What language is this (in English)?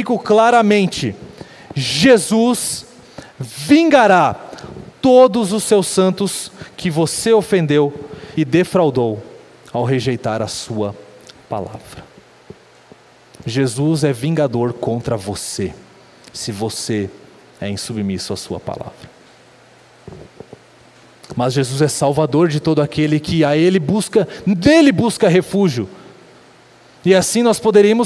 Portuguese